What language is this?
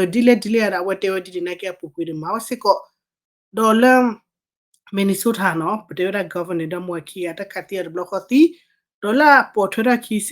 S'gaw Karen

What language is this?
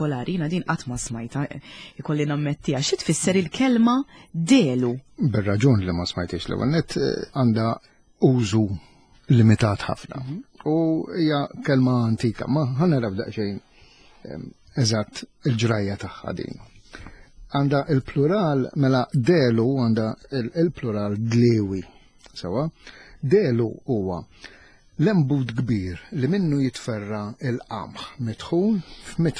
Maltese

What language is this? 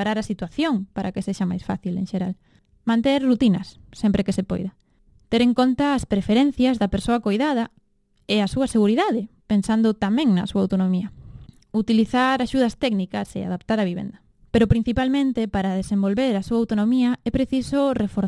Galician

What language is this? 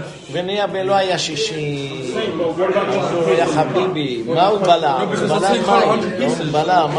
Hebrew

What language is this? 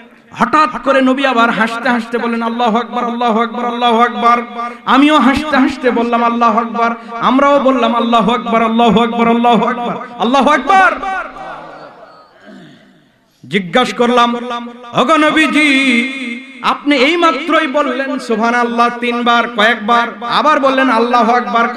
Bangla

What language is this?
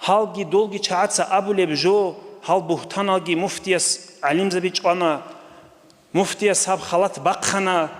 Avaric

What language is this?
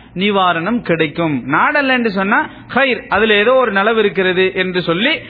Tamil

